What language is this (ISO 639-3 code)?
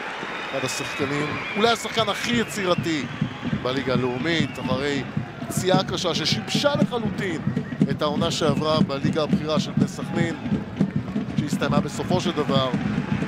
heb